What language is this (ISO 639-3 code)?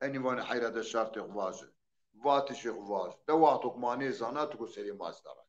zza